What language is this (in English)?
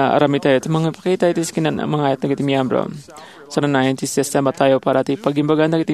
Iloko